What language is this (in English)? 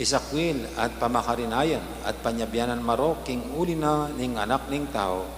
Pampanga